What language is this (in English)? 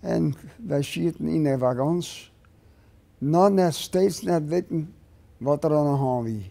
Western Frisian